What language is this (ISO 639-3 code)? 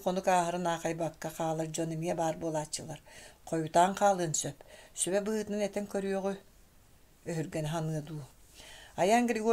sah